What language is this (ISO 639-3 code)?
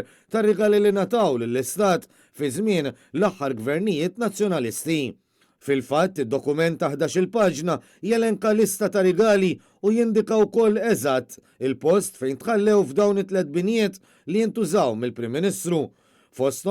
mlt